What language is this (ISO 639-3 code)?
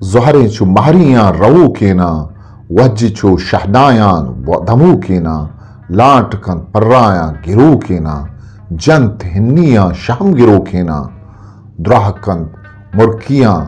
bgp